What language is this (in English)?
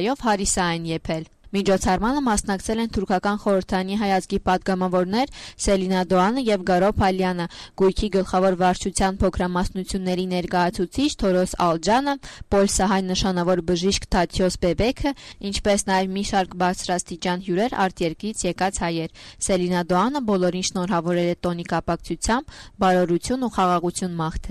Armenian